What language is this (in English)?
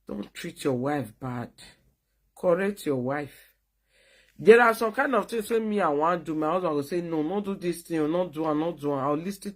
Nigerian Pidgin